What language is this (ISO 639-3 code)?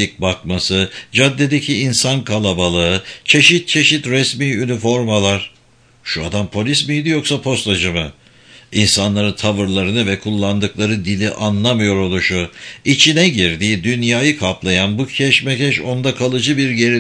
tur